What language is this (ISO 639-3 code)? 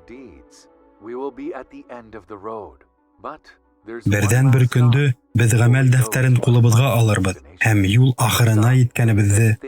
bak